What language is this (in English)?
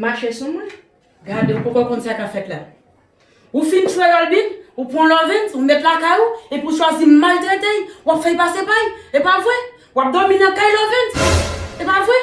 Haitian Creole